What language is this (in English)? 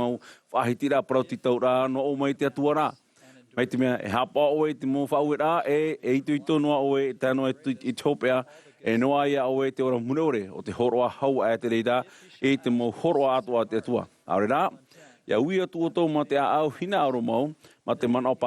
Tahitian